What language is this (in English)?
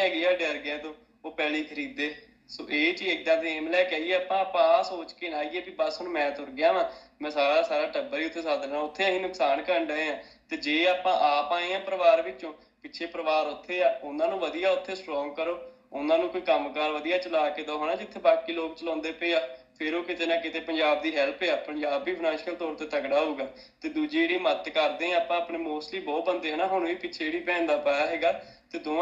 Punjabi